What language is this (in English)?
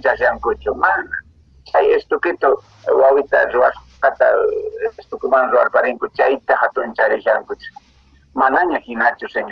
Quechua